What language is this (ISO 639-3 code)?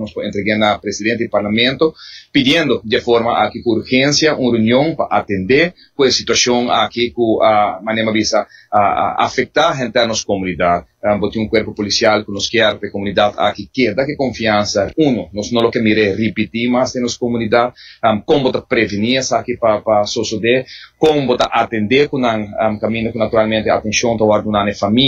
pap